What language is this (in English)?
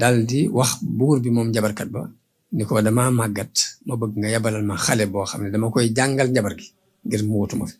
Wolof